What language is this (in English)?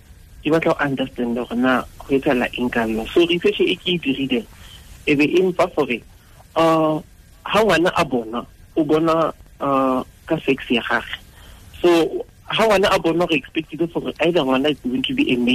Tswana